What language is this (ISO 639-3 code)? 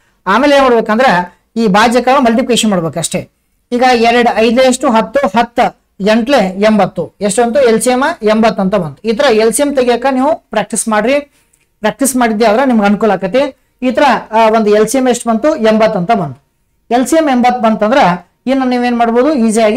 kan